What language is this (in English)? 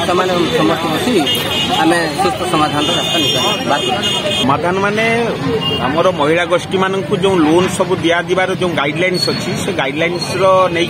Odia